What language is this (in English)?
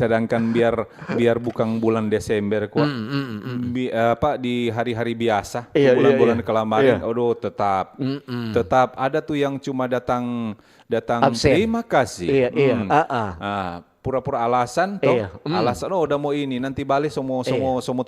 Manado Malay